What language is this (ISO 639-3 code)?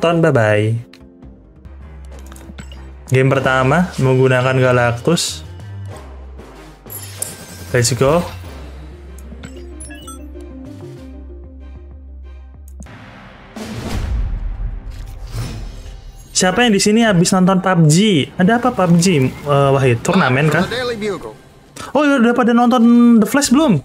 ind